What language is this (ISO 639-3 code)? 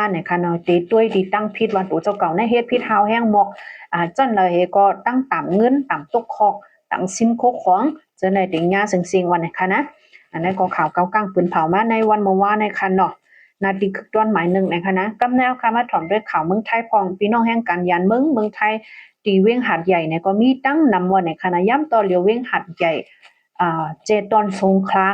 shn